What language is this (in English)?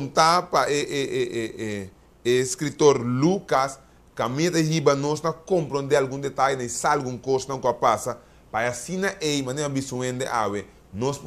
Papiamento